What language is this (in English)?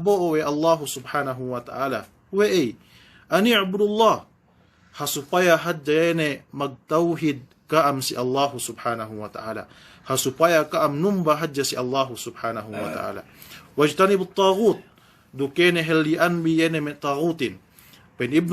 Yakan